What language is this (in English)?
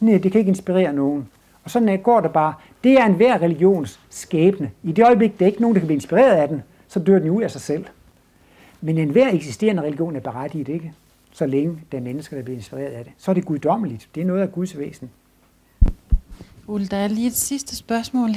Danish